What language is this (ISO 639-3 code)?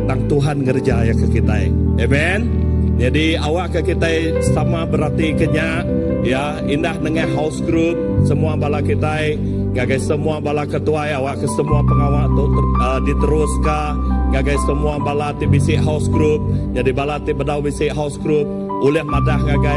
iba